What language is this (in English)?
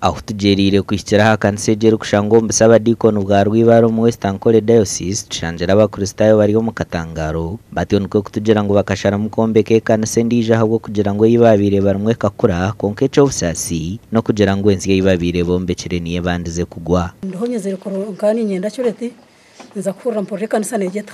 Nyankole